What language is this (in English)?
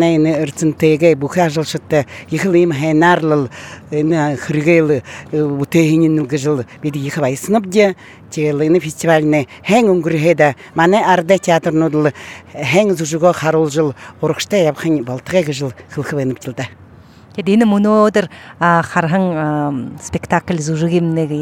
Buriat